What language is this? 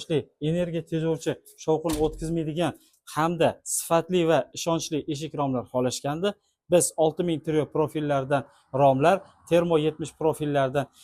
Uzbek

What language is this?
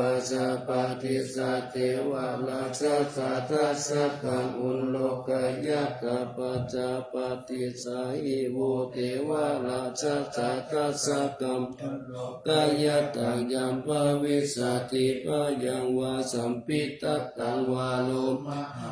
Pali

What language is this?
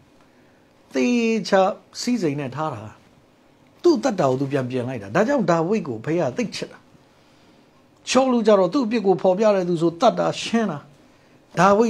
Burmese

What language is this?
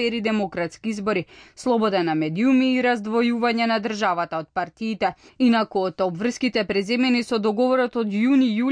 Macedonian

